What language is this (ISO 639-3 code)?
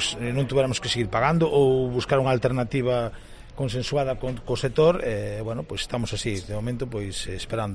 glg